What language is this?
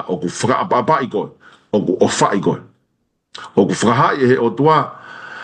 Tongan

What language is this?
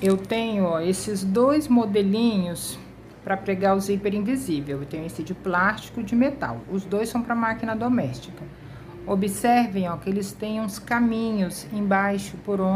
Portuguese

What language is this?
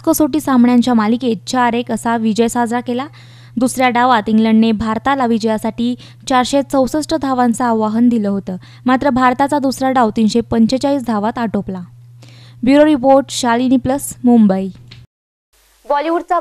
Marathi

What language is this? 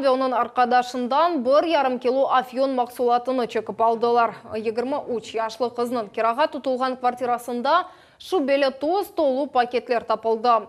Crimean Tatar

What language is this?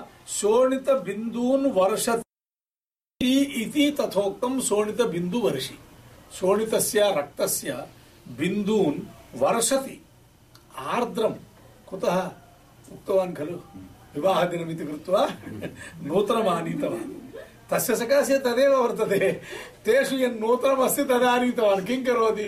Sanskrit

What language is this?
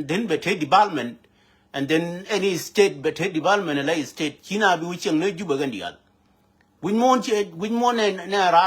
Nuer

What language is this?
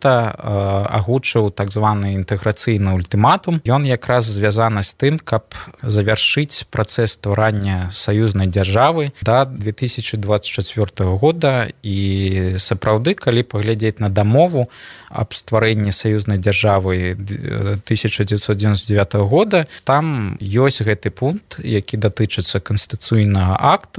Belarusian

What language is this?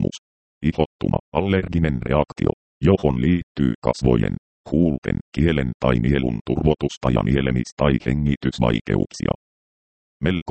Finnish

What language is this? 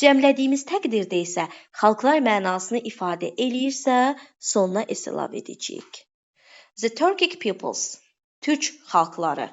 Azerbaijani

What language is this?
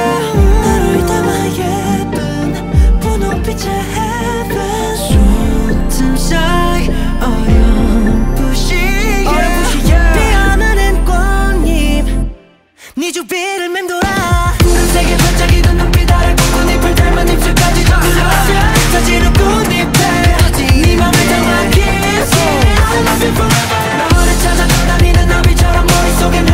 Korean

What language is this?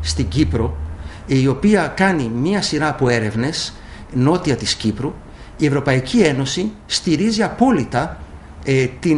Greek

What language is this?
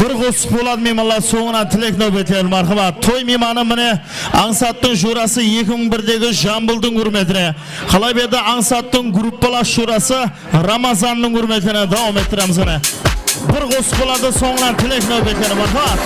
Kara-Kalpak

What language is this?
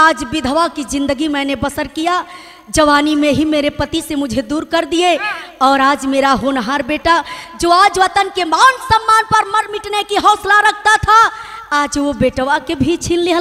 Bhojpuri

